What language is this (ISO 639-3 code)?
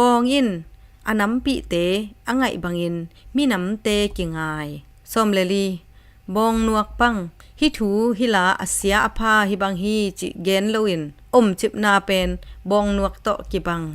ctd